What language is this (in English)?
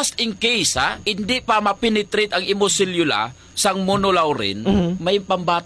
Hiligaynon